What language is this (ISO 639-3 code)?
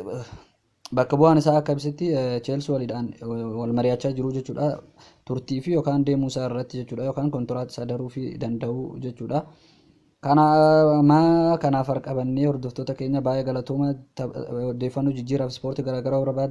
orm